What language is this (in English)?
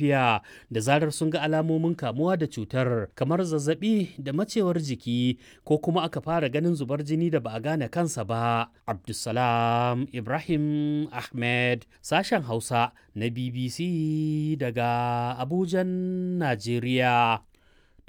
Hausa